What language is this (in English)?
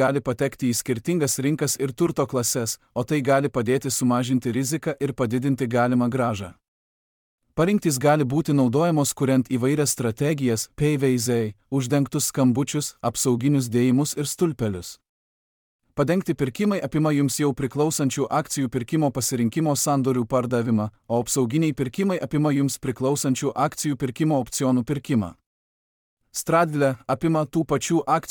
Lithuanian